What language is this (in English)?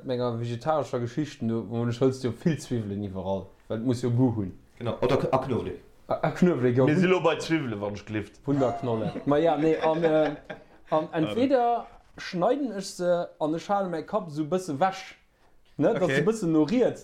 Luxembourgish